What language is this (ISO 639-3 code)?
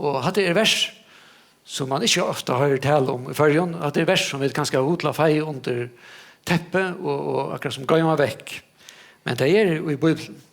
fao